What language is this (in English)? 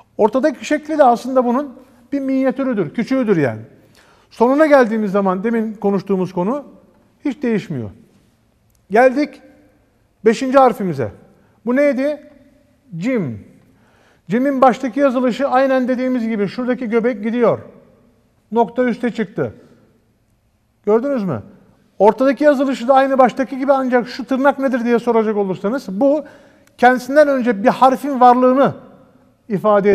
Turkish